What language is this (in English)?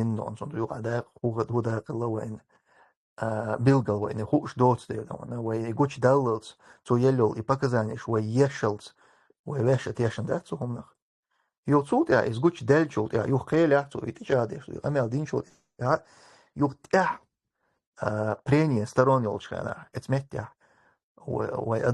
Chechen